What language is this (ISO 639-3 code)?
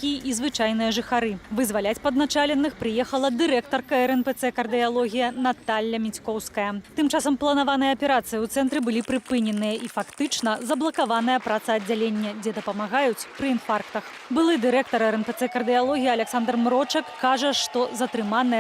bel